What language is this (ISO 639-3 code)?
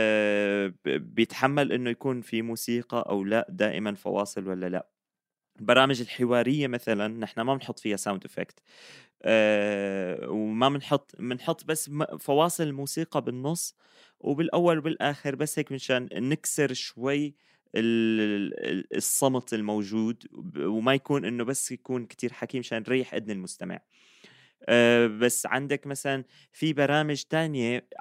apc